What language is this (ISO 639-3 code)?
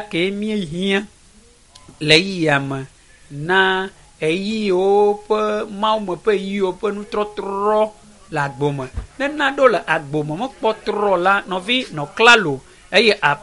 ewe